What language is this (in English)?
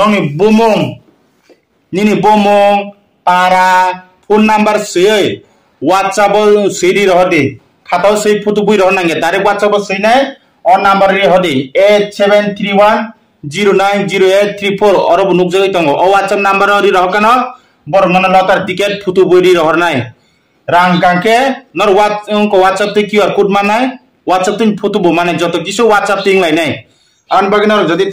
Kok Borok